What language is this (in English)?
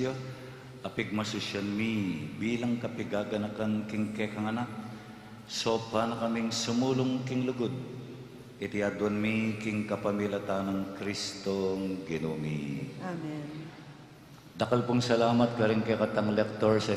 Pampanga